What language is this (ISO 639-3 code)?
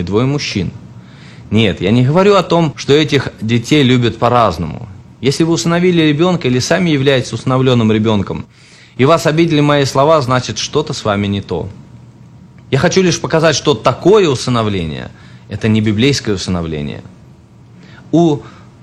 rus